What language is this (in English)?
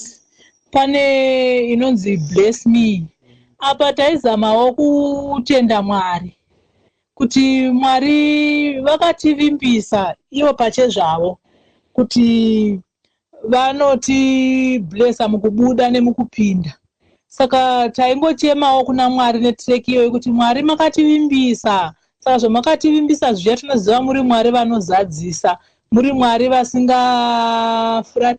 Shona